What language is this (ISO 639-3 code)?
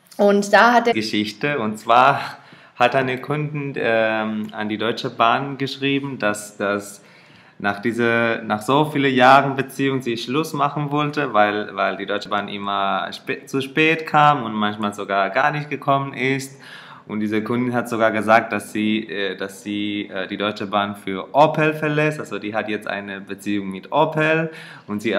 deu